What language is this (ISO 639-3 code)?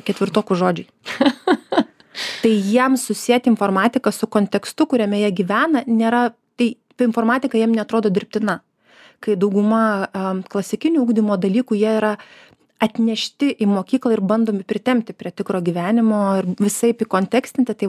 lit